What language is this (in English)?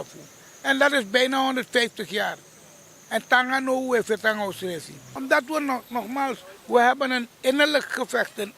Sranan Tongo